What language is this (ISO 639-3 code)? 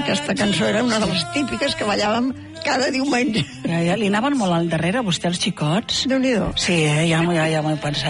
cat